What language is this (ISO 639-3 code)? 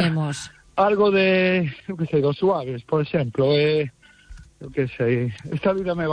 glg